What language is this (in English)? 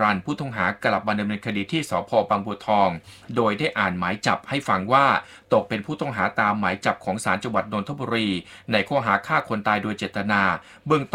Thai